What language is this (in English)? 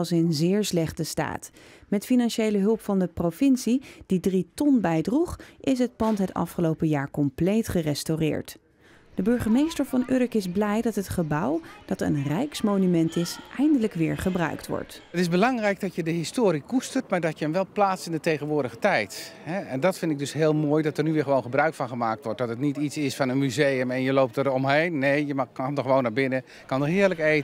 Dutch